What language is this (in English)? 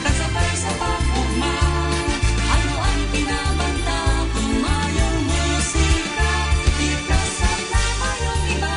Bikol